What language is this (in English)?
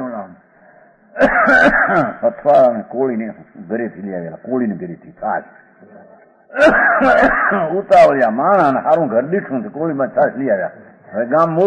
Gujarati